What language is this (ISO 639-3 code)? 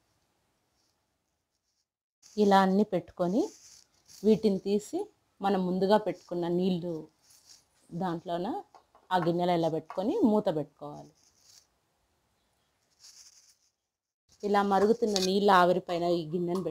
tel